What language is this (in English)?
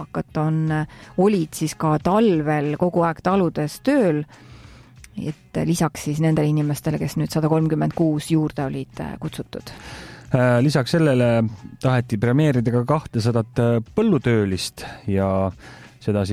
Estonian